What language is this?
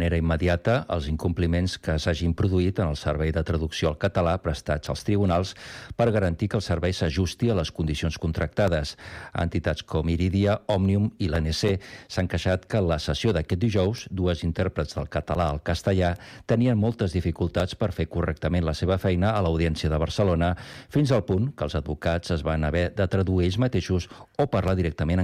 Catalan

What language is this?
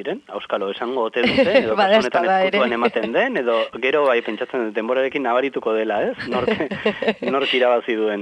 Basque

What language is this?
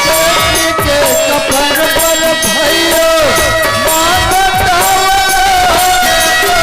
Chhattisgarhi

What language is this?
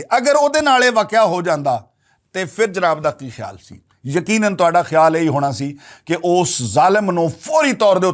Western Panjabi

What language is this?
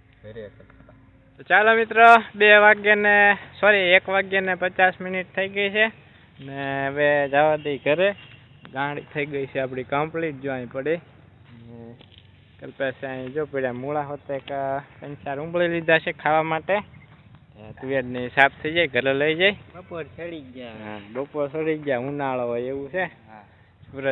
Gujarati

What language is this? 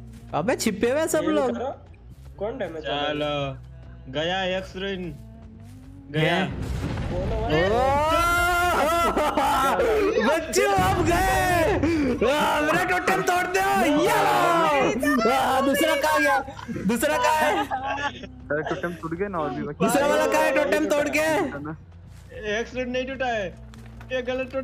Hindi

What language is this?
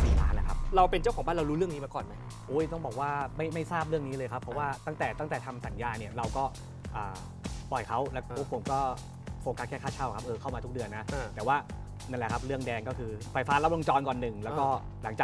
Thai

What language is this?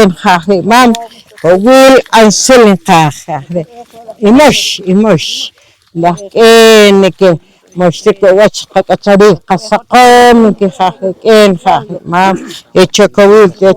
Poqomchi'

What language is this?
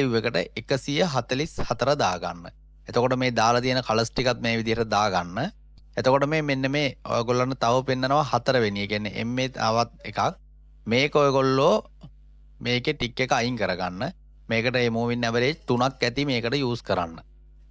Sinhala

